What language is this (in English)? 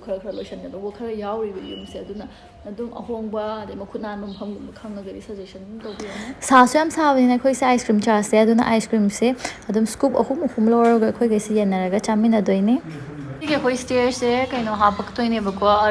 Manipuri